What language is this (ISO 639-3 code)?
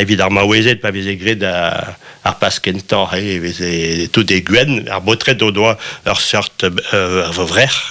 bre